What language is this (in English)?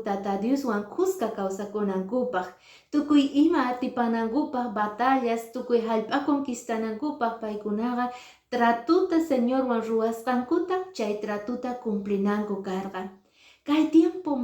Quechua